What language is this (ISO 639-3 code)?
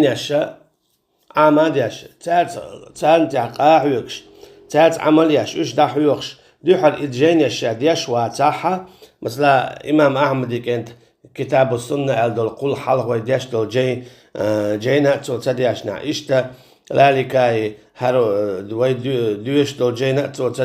che